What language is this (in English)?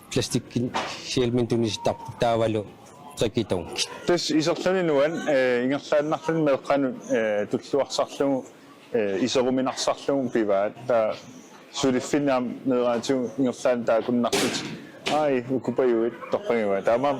Kalaallisut